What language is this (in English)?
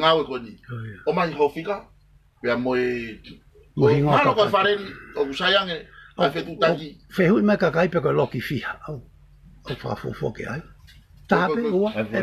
Tongan